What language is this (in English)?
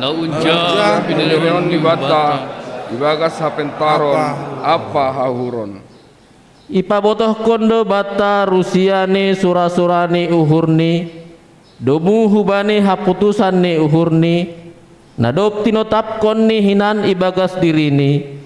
Batak Simalungun